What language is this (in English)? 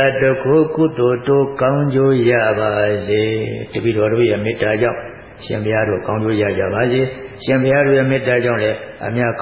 Burmese